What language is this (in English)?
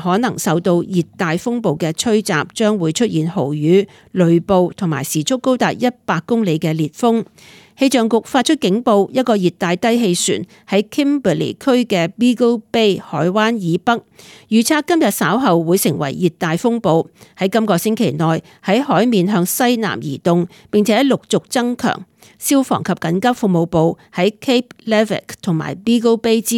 Cantonese